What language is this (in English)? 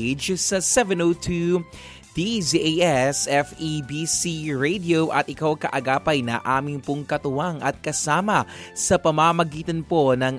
Filipino